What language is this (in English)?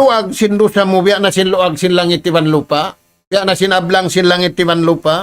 Tausug